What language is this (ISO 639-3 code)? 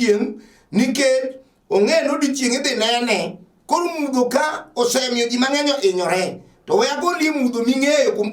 luo